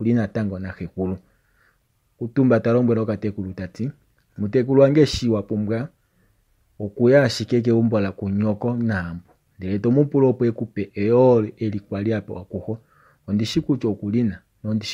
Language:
Kuanyama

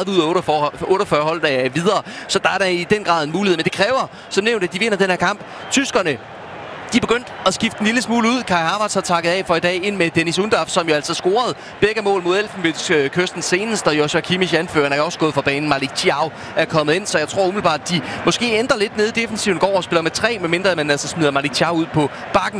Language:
Danish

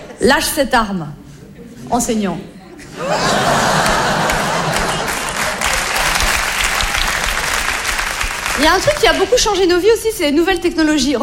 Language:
French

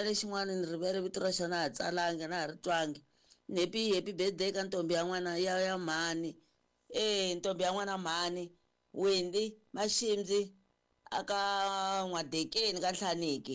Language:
Tsonga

